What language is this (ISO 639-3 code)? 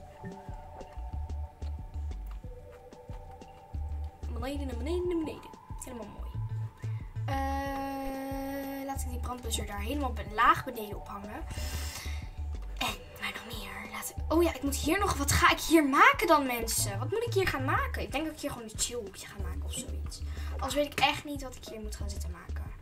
nld